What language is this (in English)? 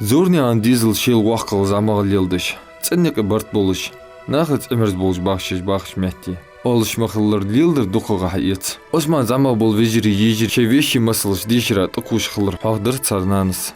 Ingush